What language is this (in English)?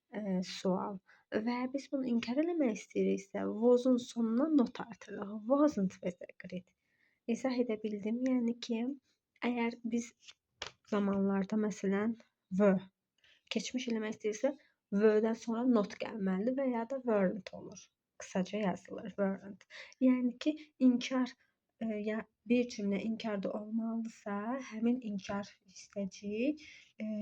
Azerbaijani